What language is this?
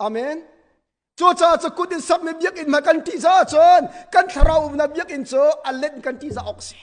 Hakha Chin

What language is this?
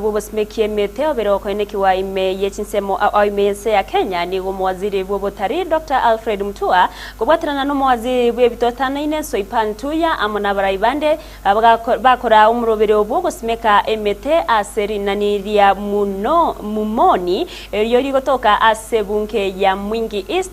Gusii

